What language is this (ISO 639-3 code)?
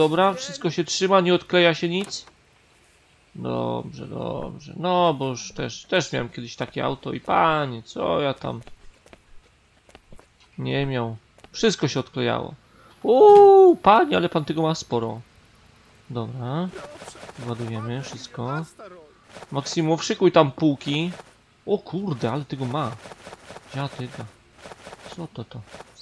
pol